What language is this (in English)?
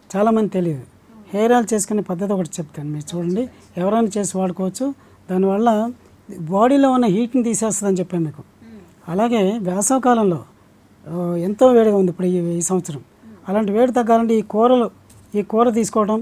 Telugu